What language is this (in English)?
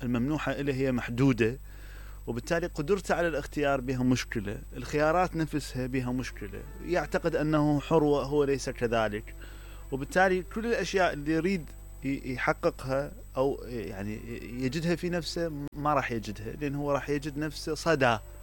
Mesopotamian Arabic